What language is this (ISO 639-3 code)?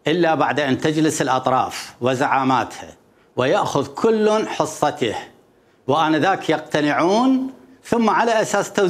acm